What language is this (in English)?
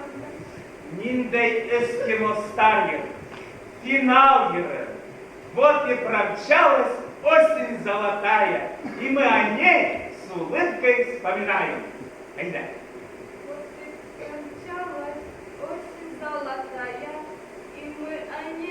Bashkir